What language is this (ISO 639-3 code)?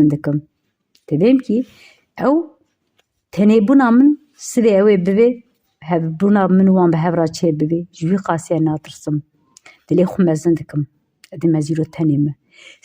kur